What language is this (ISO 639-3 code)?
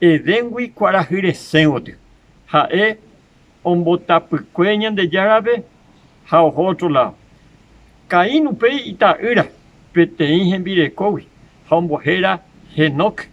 grn